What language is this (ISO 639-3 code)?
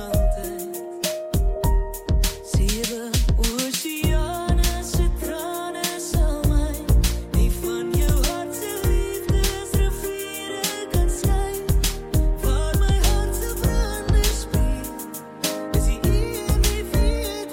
afr